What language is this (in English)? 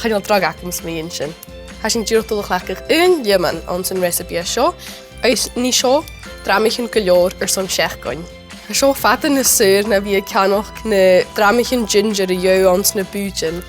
Scottish Gaelic